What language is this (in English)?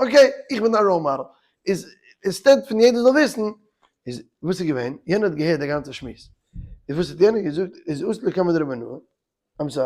Yiddish